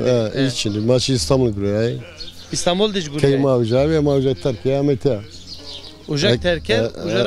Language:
Zaza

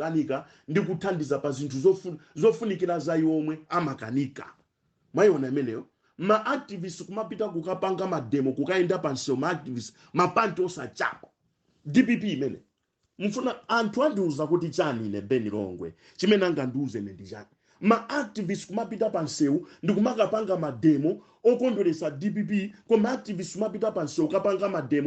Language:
Nyanja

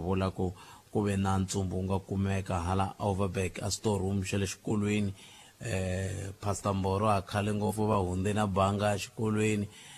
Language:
Tsonga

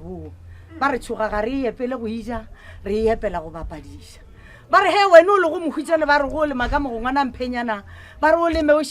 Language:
Northern Sotho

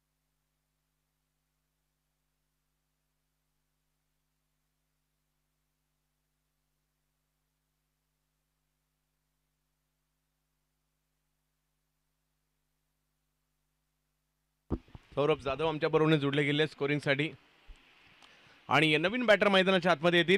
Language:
Marathi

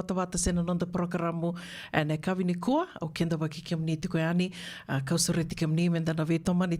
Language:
Fijian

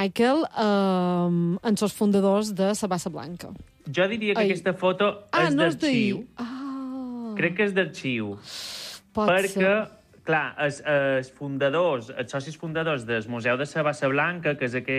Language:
Catalan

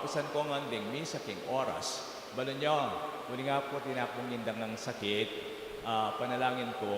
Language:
Pampanga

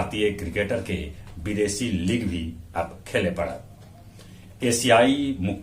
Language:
Magahi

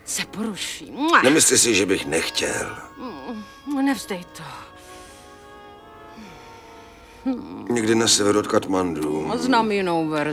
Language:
Czech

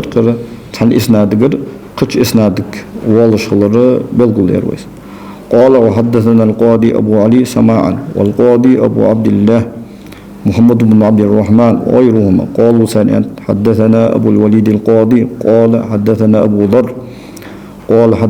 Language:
Ingush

